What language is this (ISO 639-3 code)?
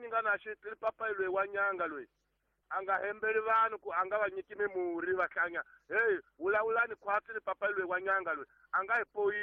tso